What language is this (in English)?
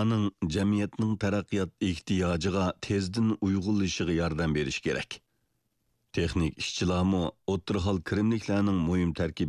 Uyghur